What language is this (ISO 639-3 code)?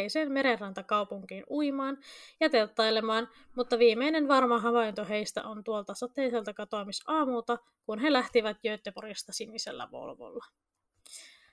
fin